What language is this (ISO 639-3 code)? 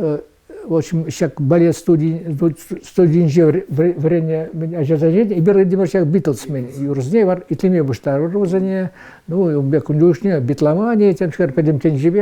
chv